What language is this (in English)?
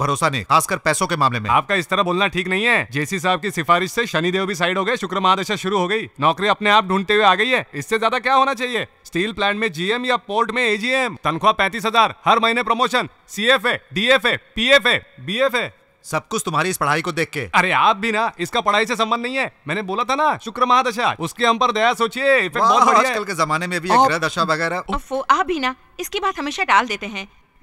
Hindi